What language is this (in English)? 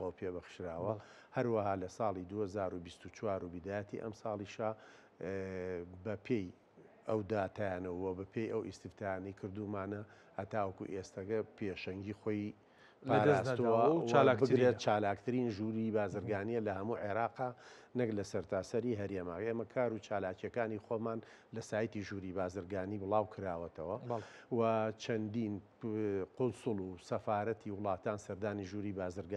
Central Kurdish